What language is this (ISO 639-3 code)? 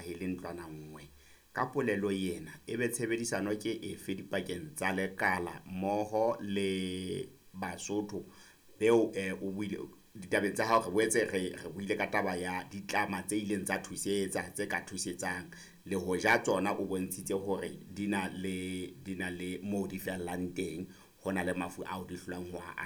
sot